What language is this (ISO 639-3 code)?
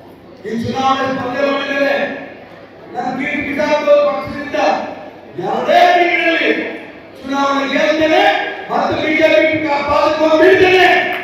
kan